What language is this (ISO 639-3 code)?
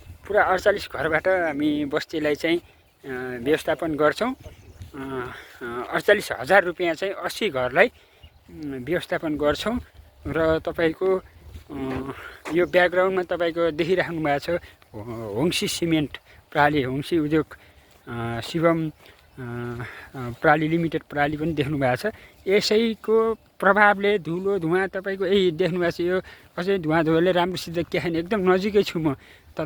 nep